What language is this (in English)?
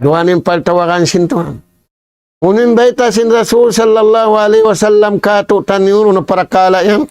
Tausug